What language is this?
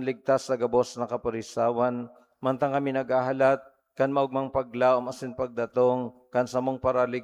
Bikol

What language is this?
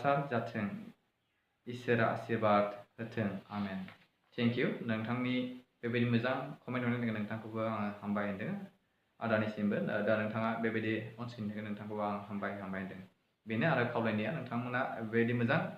Bodo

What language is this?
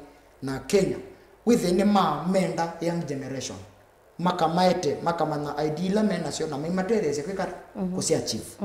Kamba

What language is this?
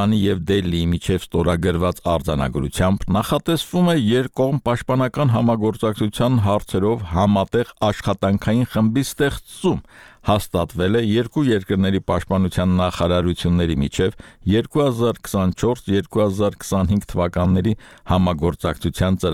Armenian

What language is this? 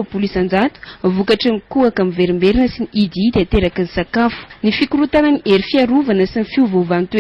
Malagasy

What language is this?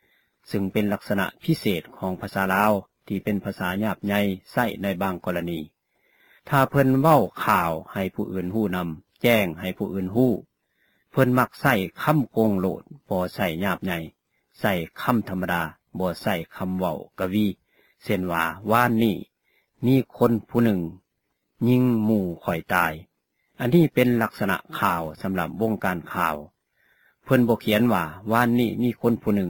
Lao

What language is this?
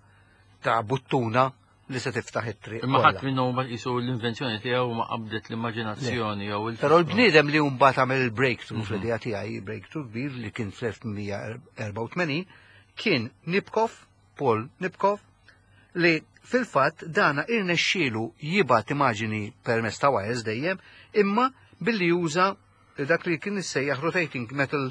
Maltese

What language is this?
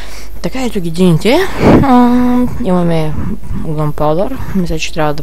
Bulgarian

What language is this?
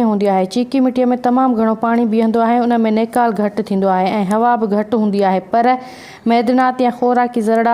Sindhi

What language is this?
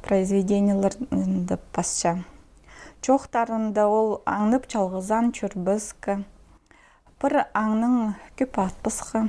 Khakas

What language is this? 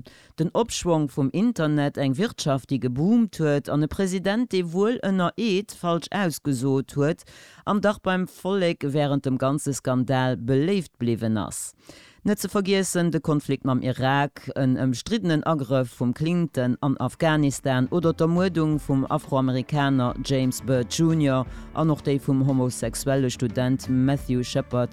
Luxembourgish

